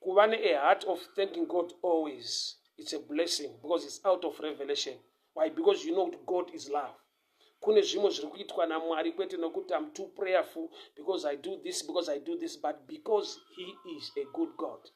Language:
Shona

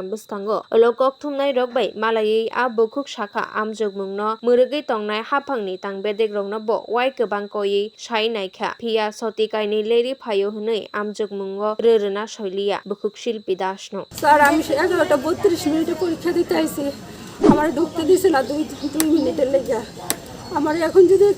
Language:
Kok Borok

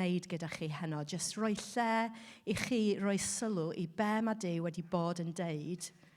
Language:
Welsh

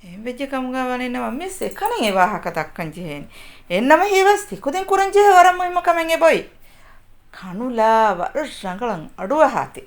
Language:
Divehi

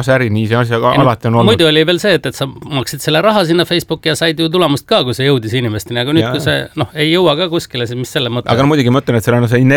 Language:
Estonian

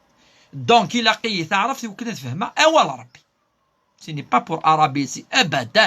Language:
Kabyle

